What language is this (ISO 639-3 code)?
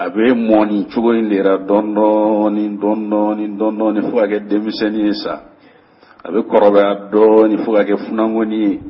bam